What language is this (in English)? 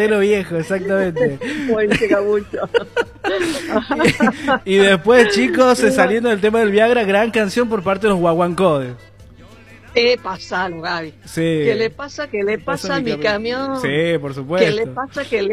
Spanish